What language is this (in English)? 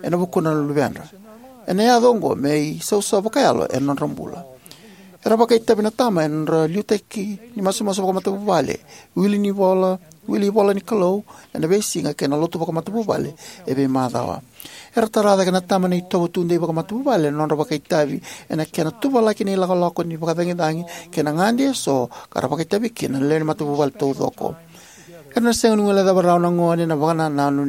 Fijian